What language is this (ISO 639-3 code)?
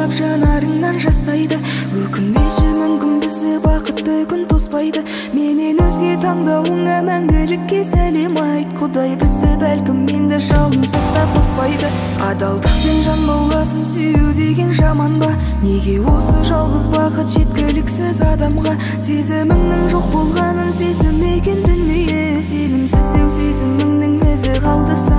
kaz